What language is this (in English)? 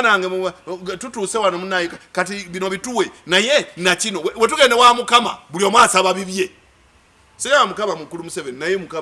Ganda